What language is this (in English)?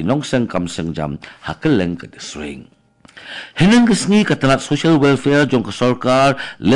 Khasi